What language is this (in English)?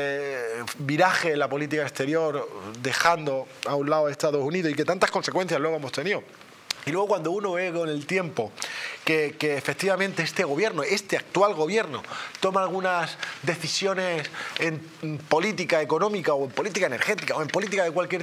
Spanish